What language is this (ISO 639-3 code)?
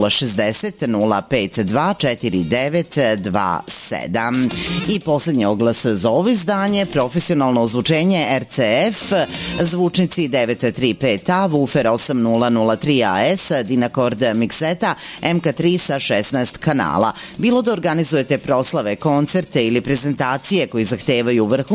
srp